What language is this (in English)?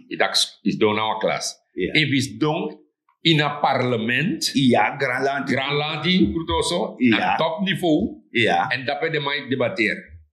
Sranan Tongo